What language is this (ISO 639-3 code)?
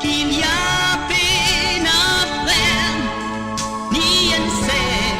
mfe